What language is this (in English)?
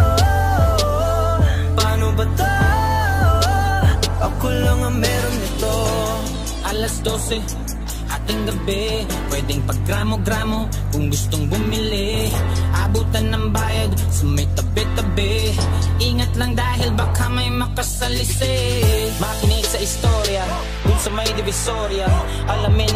Filipino